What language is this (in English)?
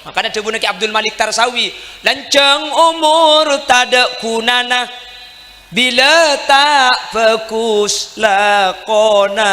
Madurese